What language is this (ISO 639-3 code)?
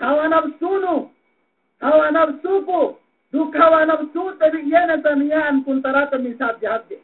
yka